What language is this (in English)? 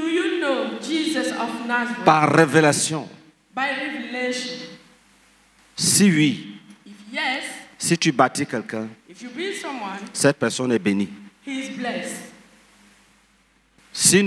French